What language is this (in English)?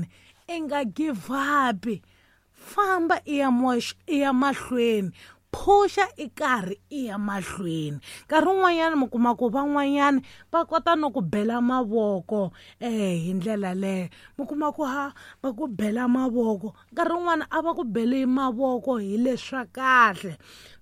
Tsonga